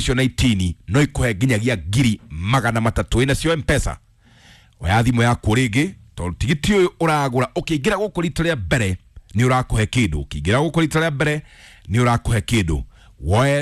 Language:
Kikuyu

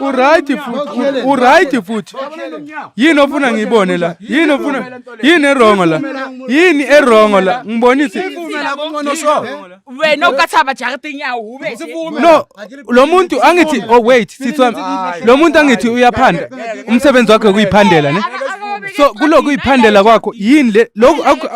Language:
Zulu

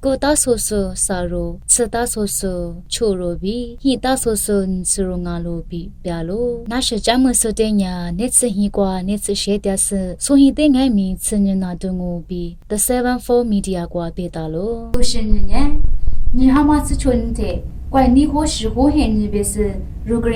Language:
Lisu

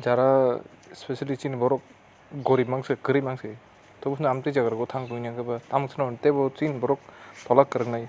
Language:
Kok Borok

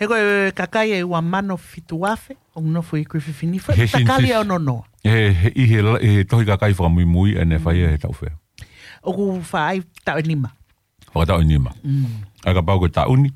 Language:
Tongan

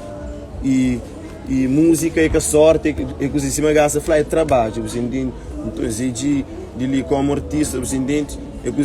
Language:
Kabuverdianu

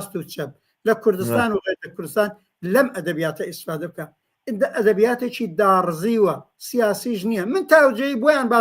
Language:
Central Kurdish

